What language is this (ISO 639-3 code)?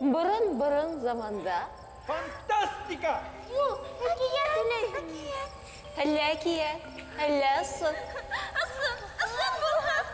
bak